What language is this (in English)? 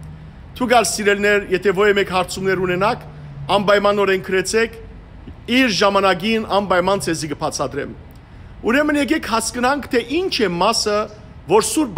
Western Armenian